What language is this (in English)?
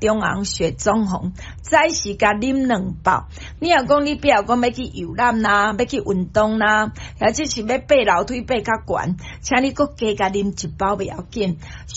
Min Nan Chinese